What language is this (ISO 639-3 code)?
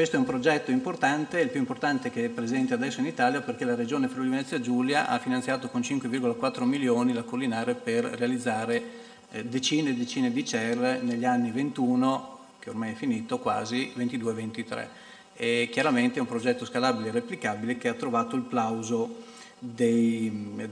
ita